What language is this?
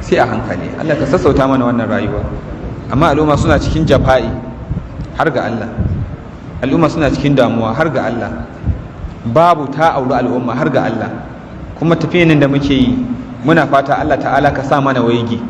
Hausa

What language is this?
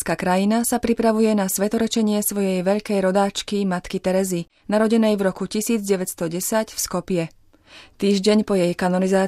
Slovak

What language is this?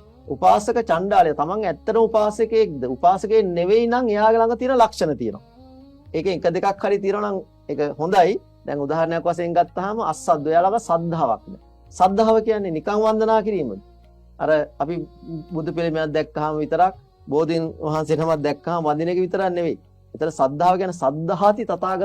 Sinhala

